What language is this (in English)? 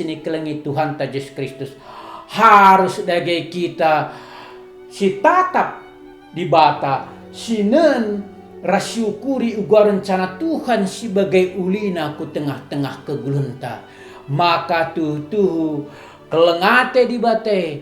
Batak Karo